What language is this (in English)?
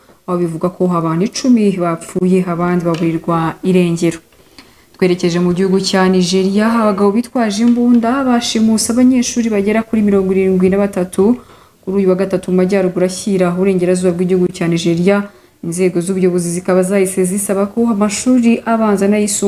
Kinyarwanda